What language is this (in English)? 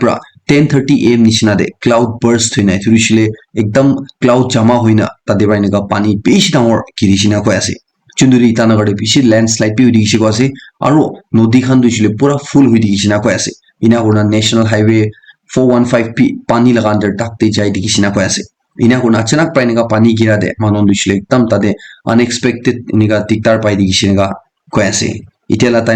Naga Pidgin